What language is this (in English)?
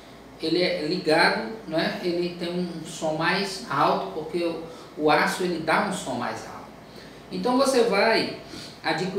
Portuguese